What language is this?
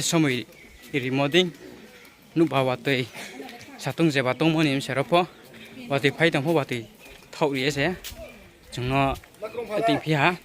Riang (India)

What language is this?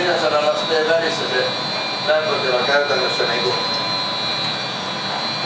Finnish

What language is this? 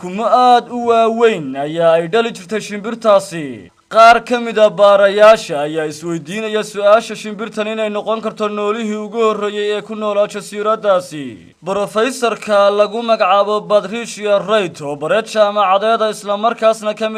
Somali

